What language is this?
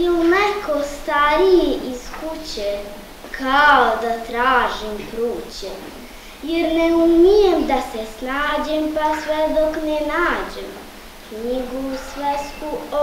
Serbian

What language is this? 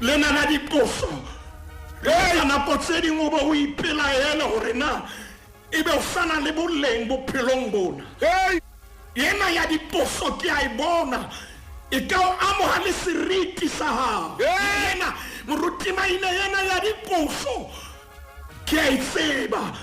Southern Sotho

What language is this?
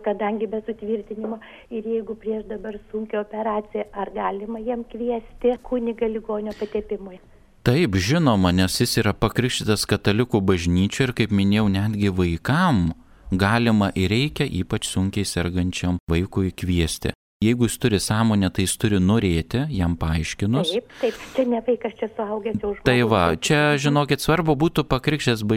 Lithuanian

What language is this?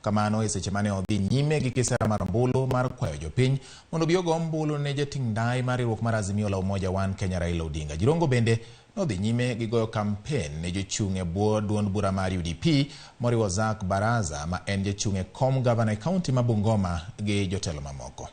Luo (Kenya and Tanzania)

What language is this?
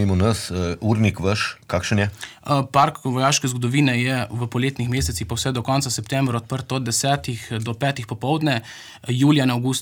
Slovenian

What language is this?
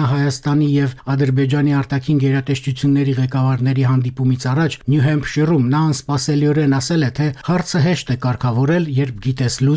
Armenian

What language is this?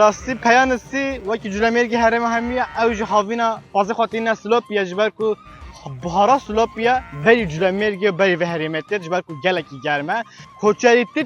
Kurdish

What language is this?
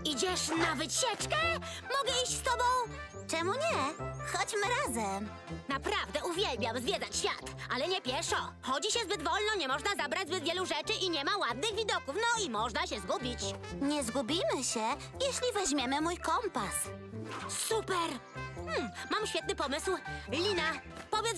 Polish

